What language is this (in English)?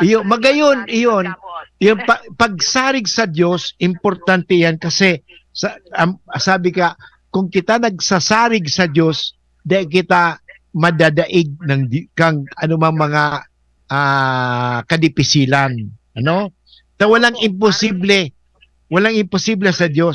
Bikol